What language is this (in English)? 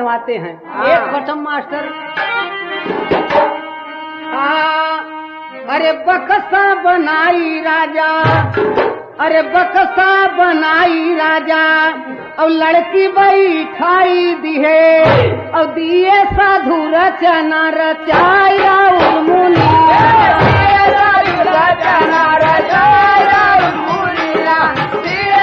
Bhojpuri